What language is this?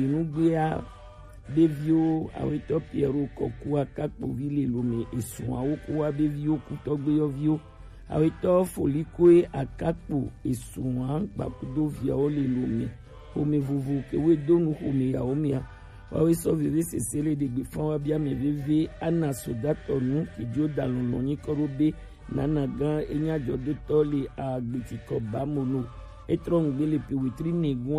Gen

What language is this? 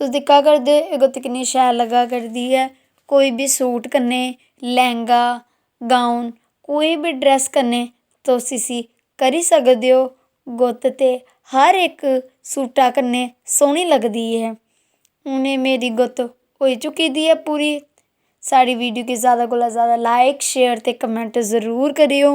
Dogri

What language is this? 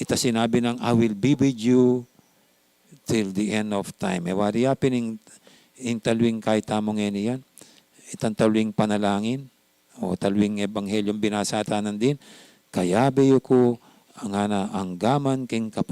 Pampanga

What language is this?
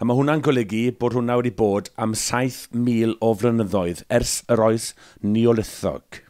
Welsh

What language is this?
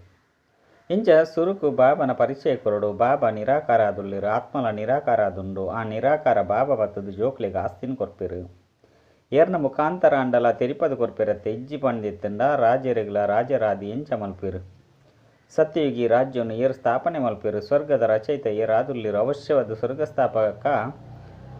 Tulu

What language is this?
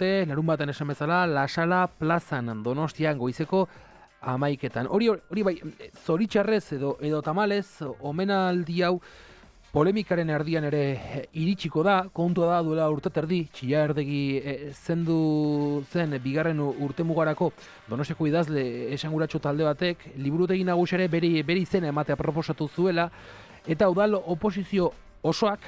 Basque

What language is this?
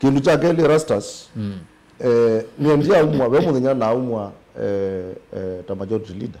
Kamba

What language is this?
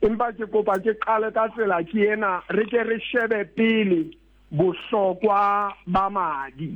Southern Sotho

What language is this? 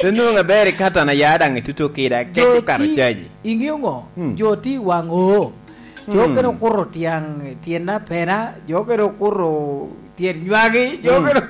Lango (Uganda)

